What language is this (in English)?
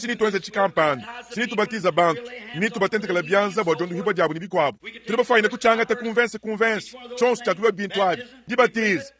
Luba-Lulua